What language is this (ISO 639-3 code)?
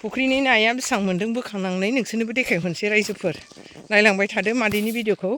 brx